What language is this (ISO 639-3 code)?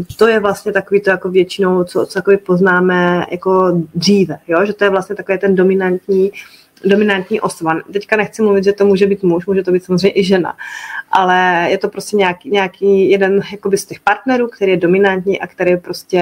ces